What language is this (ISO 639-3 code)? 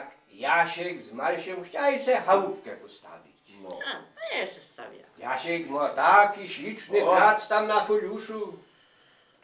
pol